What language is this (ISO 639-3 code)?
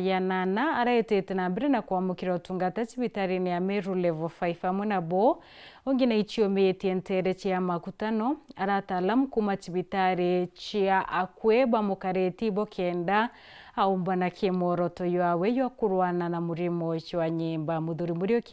mer